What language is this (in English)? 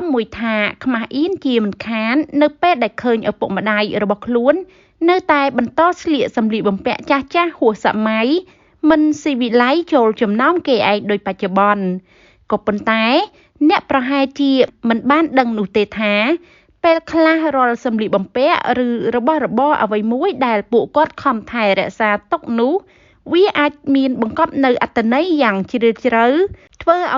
Khmer